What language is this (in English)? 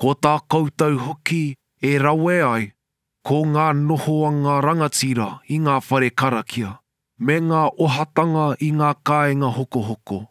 Māori